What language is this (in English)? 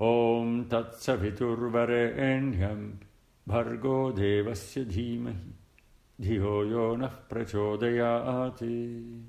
Sanskrit